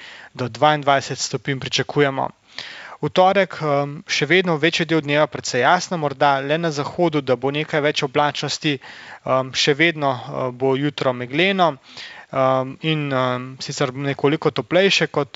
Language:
Slovenian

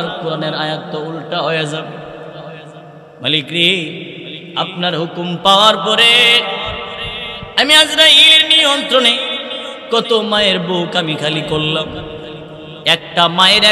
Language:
Bangla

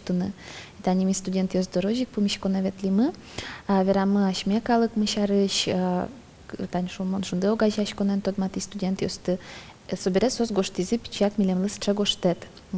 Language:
Udmurt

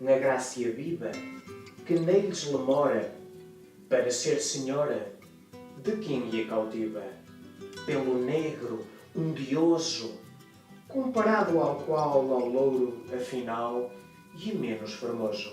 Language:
Mirandese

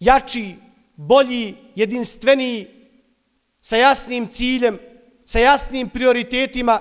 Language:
Bosnian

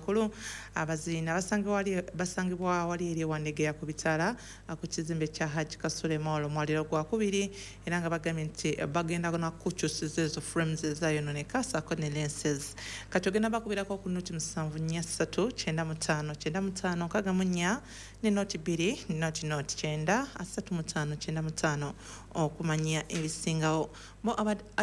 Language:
Ganda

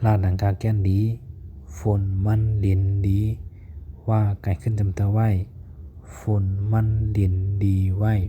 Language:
Shan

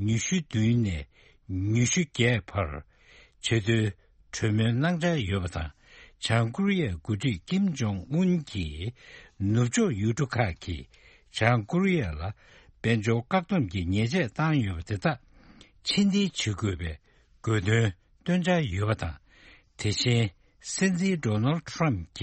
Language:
Tibetan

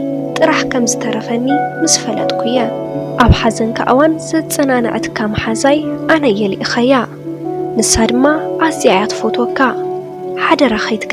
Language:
Tigrinya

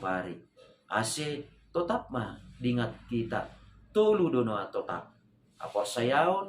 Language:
Batak Simalungun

